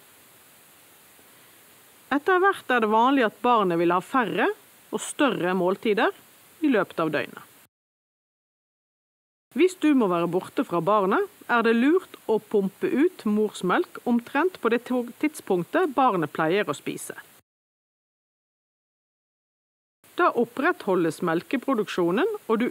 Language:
Norwegian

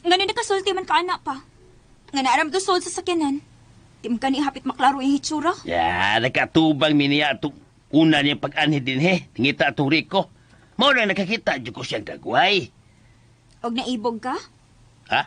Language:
Cebuano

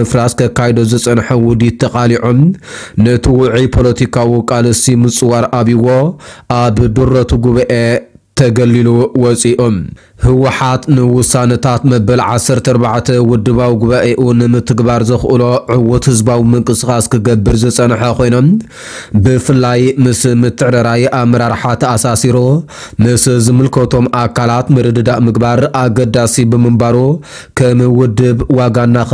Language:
Tigrinya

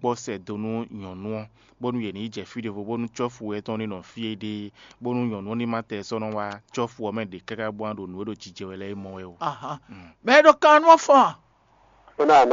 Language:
Fon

